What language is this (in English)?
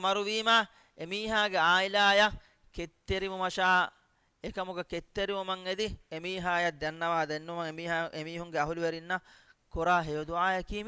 Divehi